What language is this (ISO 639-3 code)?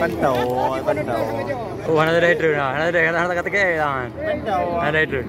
ace